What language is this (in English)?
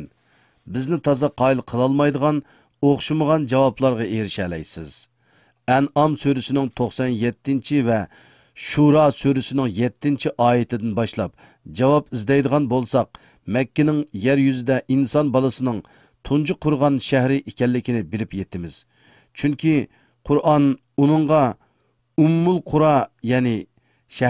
Uyghur